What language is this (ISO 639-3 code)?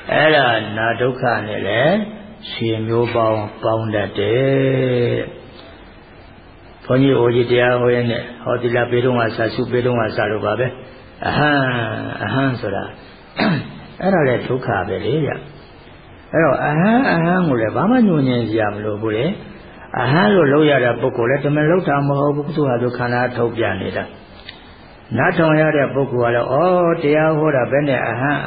mya